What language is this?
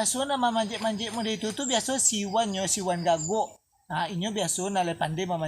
Minangkabau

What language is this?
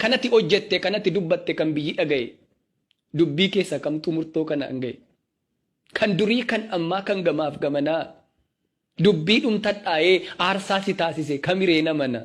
Oromo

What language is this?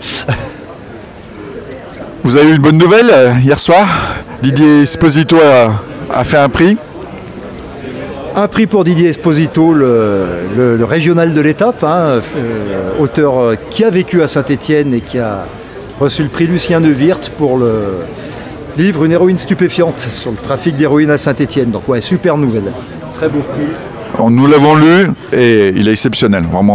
French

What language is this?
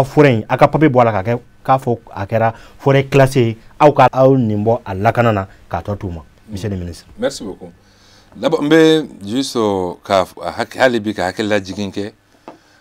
Bambara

